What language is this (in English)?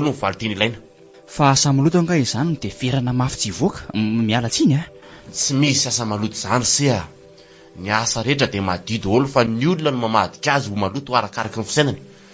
Malagasy